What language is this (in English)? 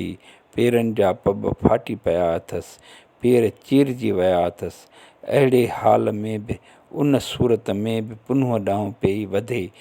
Sindhi